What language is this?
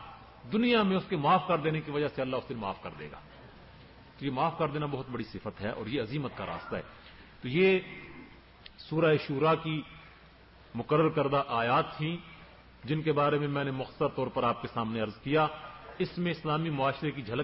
Urdu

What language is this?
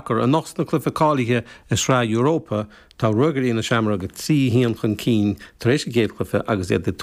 Irish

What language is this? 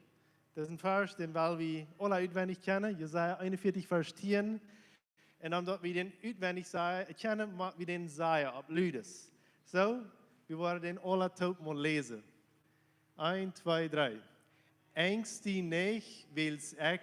Plautdietsch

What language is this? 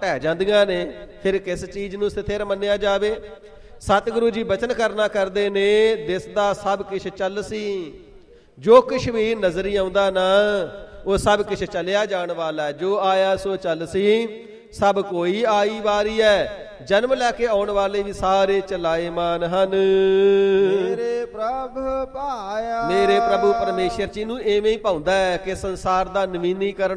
Punjabi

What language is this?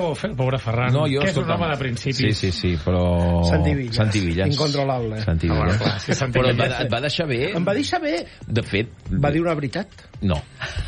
Catalan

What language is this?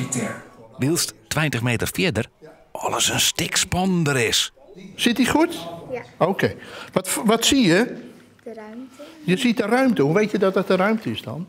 Western Frisian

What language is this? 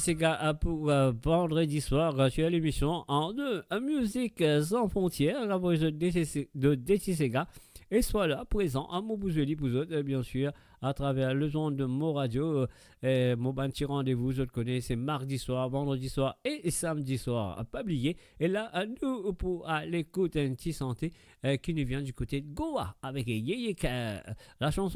Morisyen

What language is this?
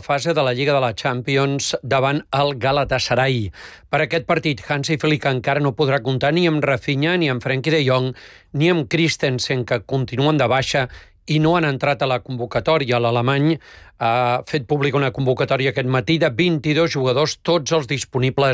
Catalan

